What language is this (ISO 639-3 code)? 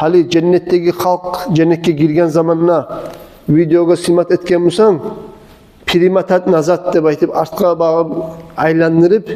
kum